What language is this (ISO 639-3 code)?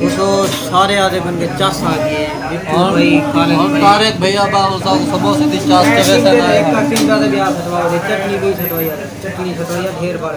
skr